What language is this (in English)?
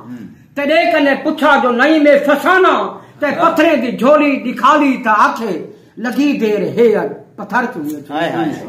Saraiki